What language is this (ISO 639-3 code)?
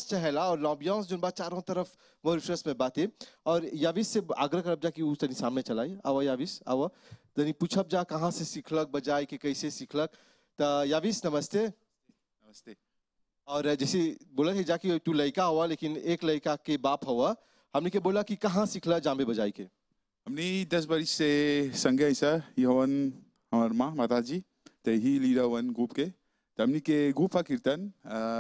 bho